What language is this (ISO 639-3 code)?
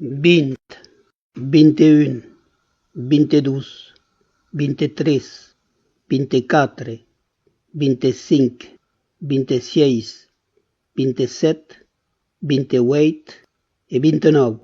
oci